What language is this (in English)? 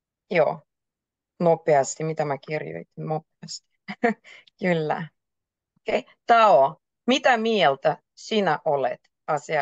Finnish